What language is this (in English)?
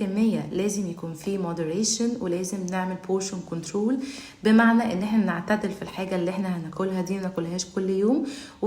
Egyptian Arabic